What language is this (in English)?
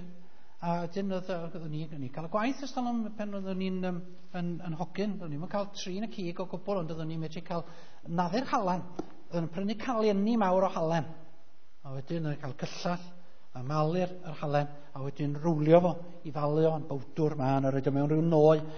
Welsh